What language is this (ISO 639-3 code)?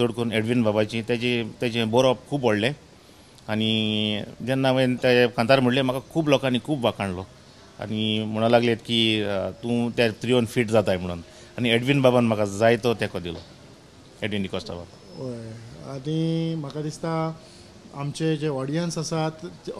kok